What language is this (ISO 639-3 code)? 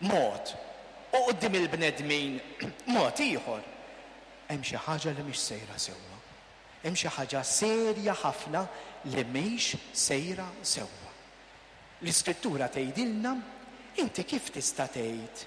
mlt